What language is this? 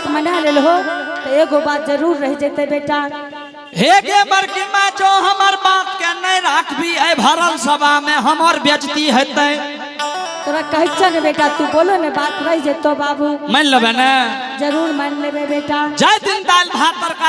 Angika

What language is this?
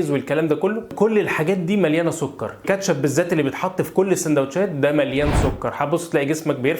Egyptian Arabic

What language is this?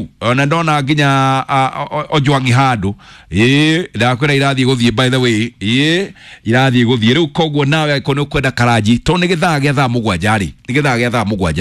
Kikuyu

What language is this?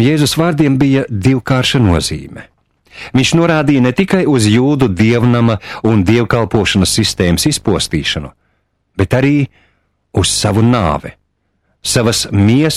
Latvian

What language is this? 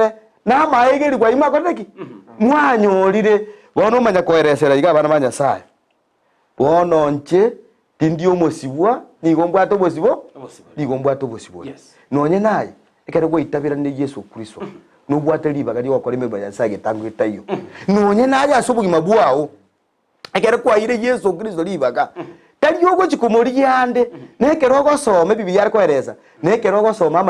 Gusii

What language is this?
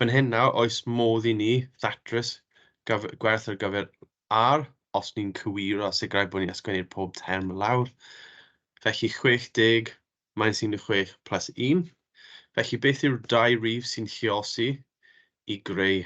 Welsh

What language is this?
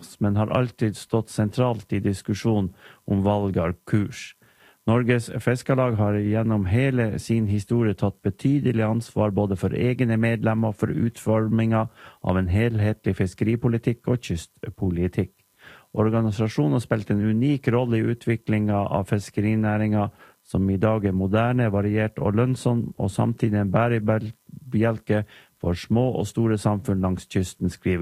Norwegian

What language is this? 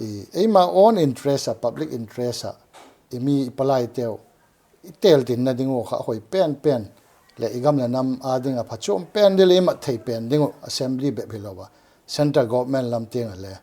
Paite Chin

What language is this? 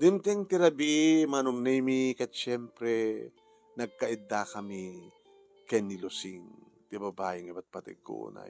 Iloko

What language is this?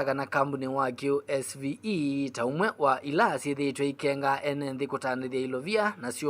Kamba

